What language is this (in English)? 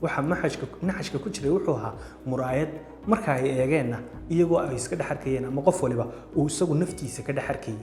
Somali